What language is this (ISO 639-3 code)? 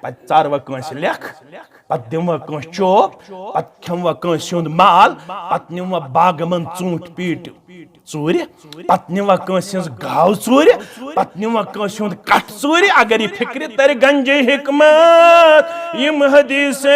kas